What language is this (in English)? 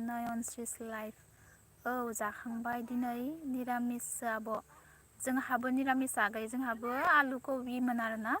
Bodo